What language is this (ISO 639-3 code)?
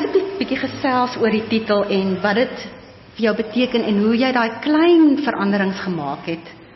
afr